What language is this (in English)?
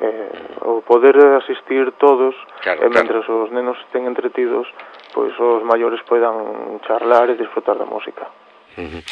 Galician